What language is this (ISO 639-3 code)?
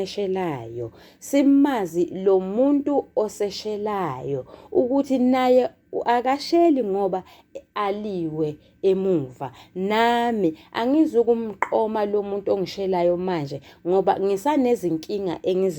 zul